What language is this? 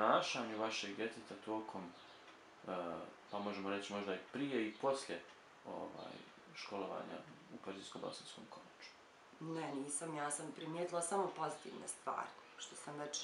Bosnian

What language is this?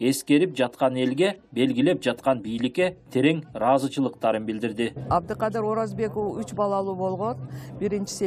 Kyrgyz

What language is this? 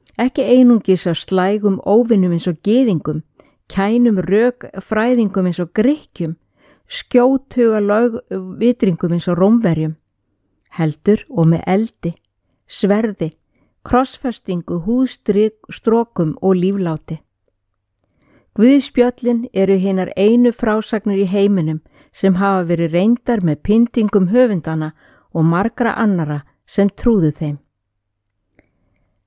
Icelandic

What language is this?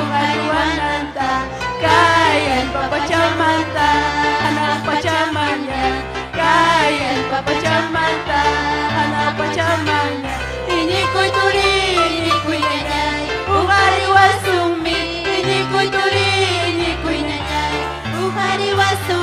Ayacucho Quechua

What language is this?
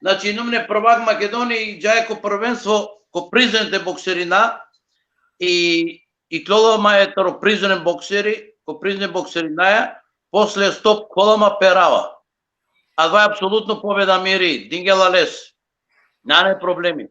Balkan Romani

